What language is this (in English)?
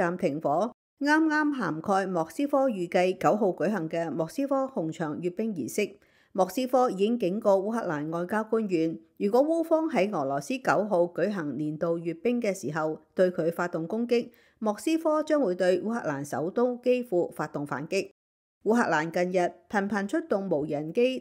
Cantonese